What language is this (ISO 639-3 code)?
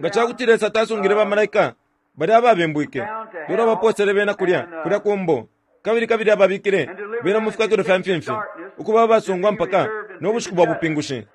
bem